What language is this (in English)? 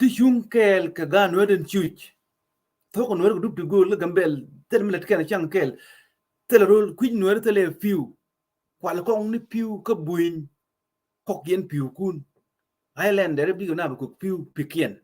Nuer